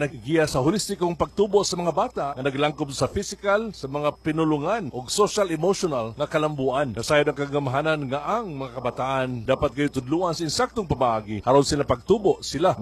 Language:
Cebuano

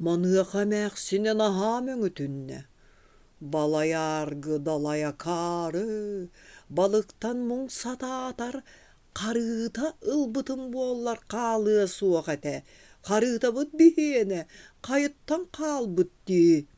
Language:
Yakut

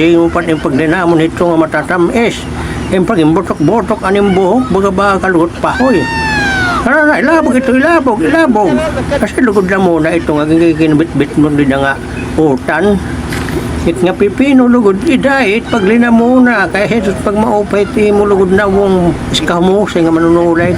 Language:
Waray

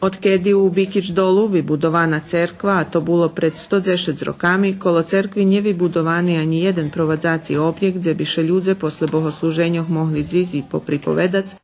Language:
Rusyn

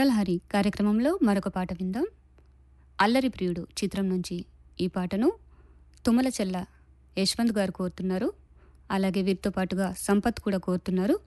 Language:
Telugu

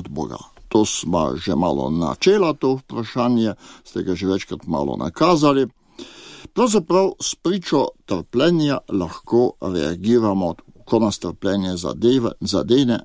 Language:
Slovenian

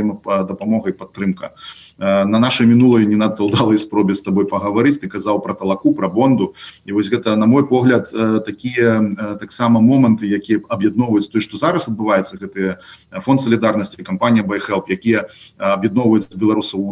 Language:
Belarusian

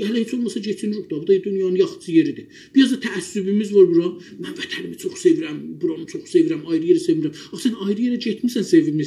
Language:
South Azerbaijani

